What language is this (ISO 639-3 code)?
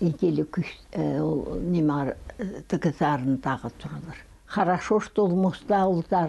kjh